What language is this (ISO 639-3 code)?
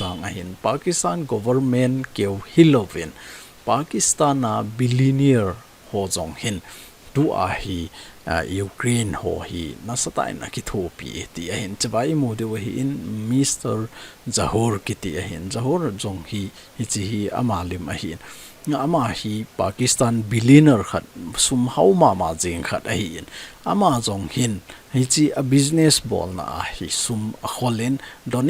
tcz